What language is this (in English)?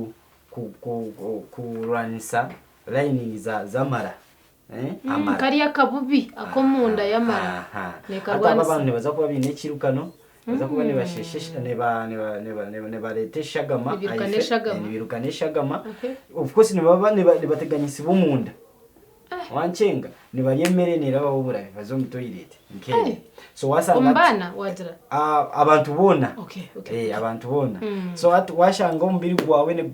Nyankole